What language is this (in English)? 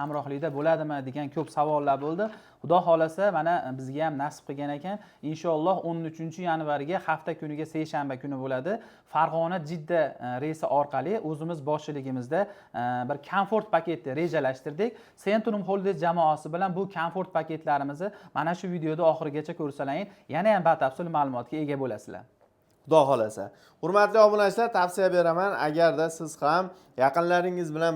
Uzbek